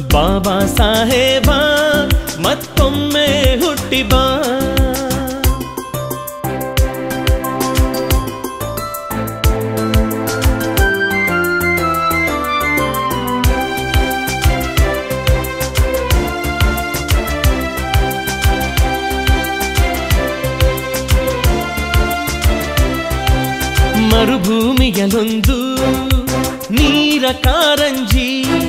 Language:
Kannada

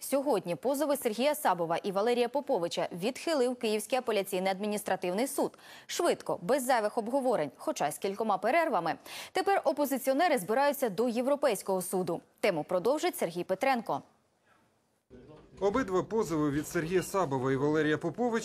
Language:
Ukrainian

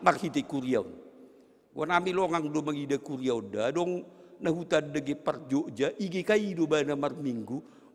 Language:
Batak Simalungun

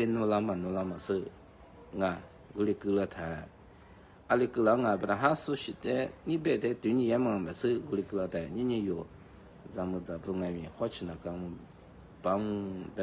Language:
Lisu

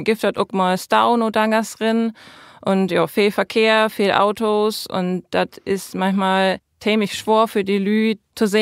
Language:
Low German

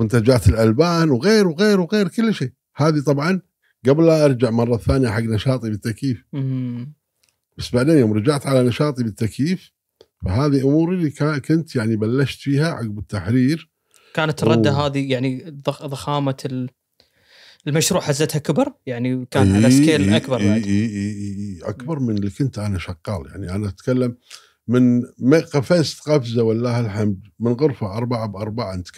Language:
Gulf Arabic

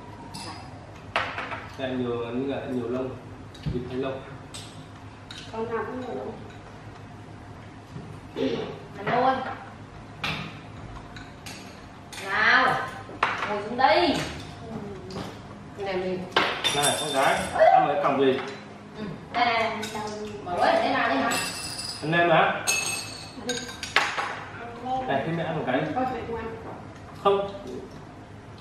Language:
Vietnamese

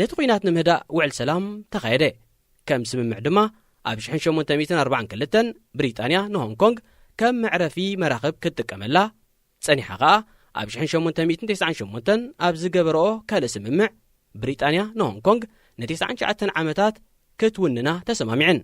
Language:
Tigrinya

